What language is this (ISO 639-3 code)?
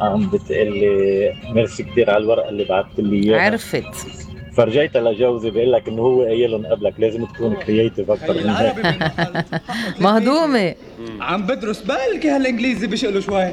apc